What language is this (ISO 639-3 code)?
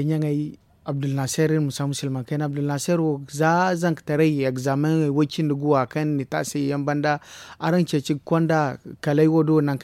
dje